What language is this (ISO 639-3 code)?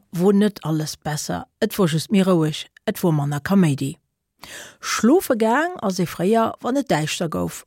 ltz